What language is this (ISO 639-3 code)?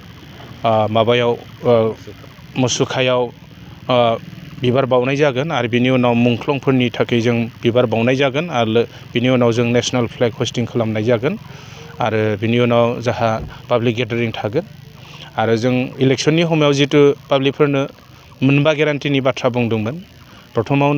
brx